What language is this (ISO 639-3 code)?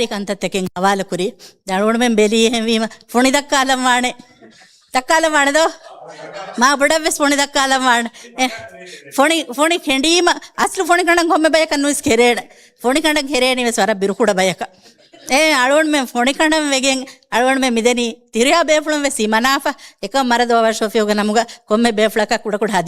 div